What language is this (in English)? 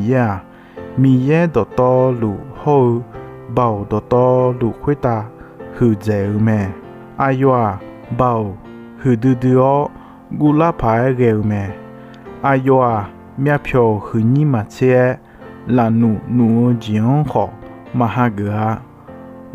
Akha